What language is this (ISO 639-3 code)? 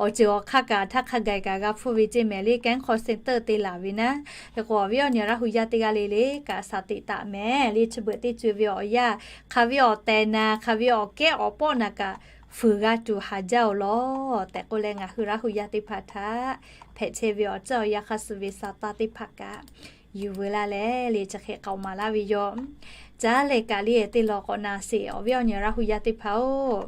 lhu